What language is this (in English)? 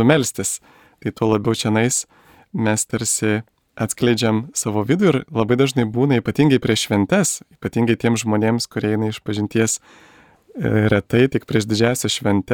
Lithuanian